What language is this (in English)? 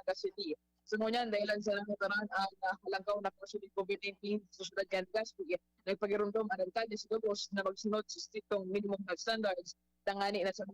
Bikol